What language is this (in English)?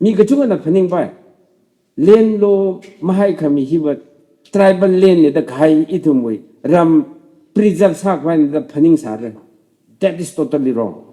Tangkhul Naga (India)